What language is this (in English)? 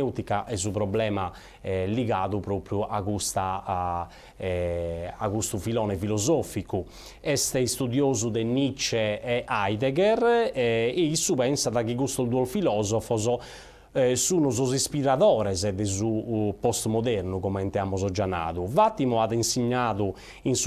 Sardinian